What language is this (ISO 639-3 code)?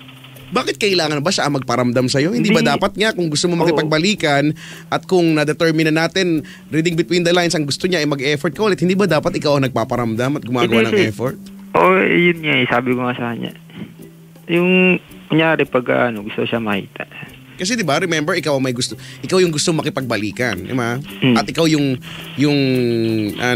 fil